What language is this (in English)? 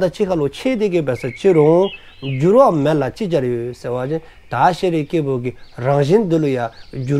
Dzongkha